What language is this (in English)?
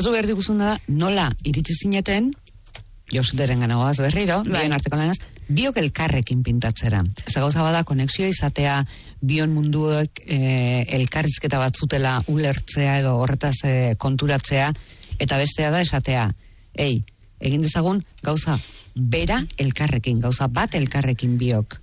Basque